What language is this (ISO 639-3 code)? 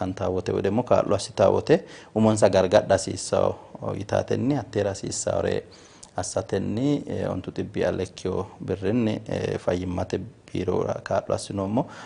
sid